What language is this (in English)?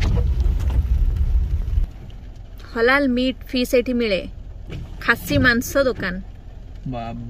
Hindi